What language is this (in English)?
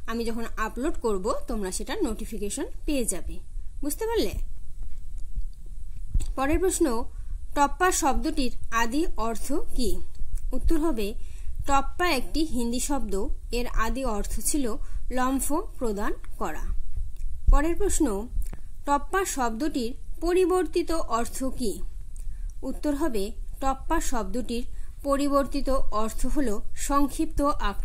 Bangla